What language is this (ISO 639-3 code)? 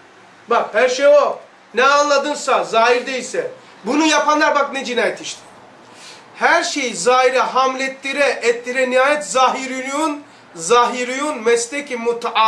tur